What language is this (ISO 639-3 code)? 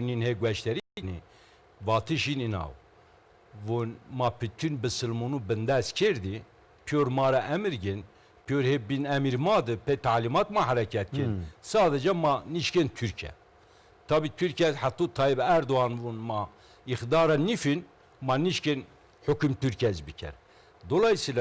zza